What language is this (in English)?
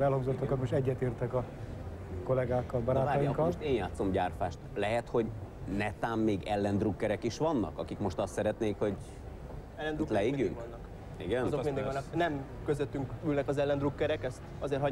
Hungarian